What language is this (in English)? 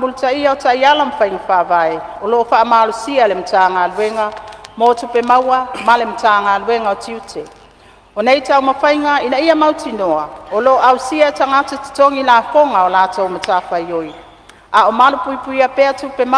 Samoan